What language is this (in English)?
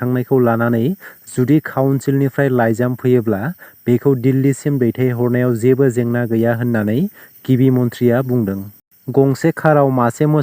Bodo